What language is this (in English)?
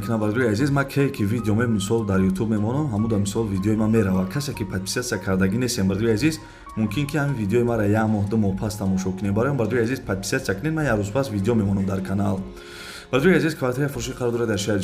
Tajik